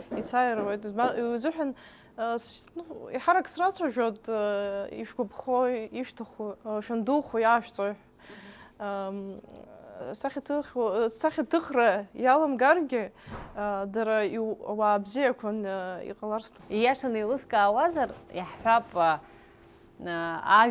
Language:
Abkhazian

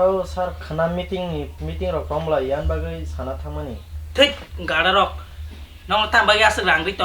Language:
Kok Borok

